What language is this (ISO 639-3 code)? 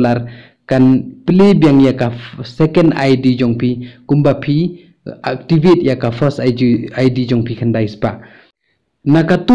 kha